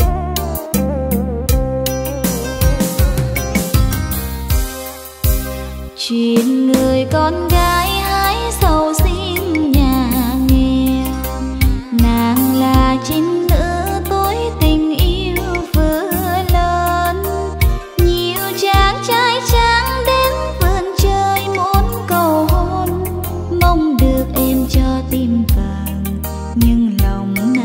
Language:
Vietnamese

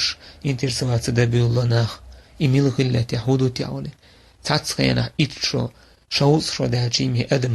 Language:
Chechen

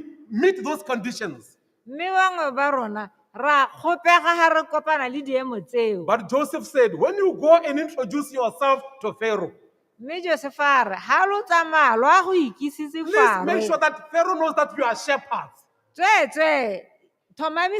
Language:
Tswana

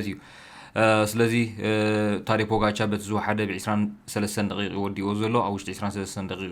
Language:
Tigrinya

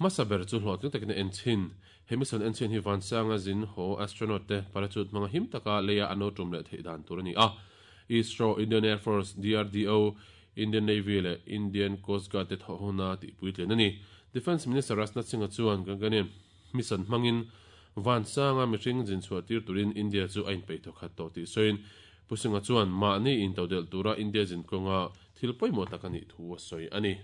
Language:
Mizo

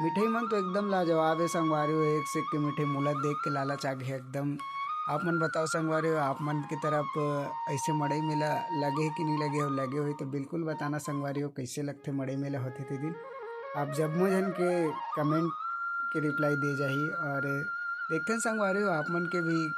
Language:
Chhattisgarhi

